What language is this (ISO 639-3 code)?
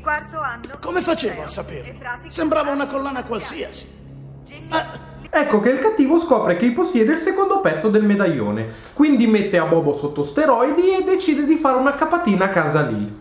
ita